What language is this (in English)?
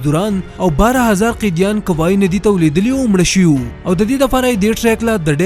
Pashto